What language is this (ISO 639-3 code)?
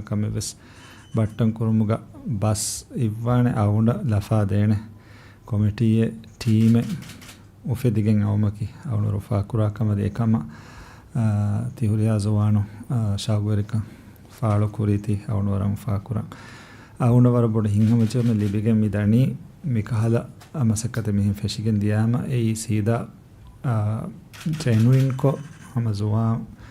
div